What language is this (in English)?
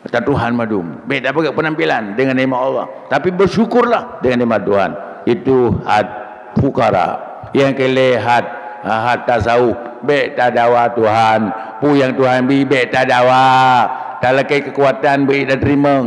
Achinese